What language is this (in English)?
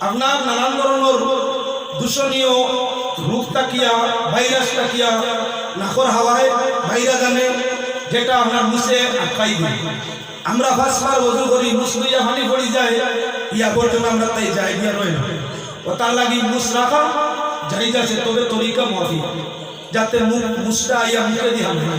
Sylheti